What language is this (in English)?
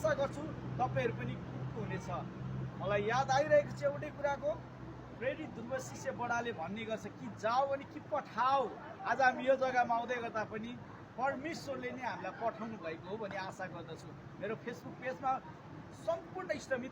Nepali